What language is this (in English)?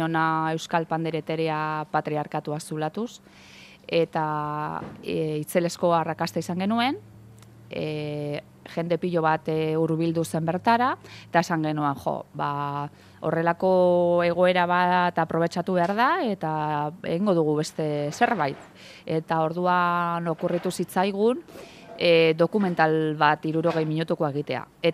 Basque